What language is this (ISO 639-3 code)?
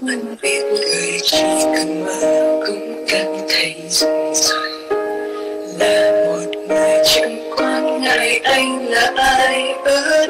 vie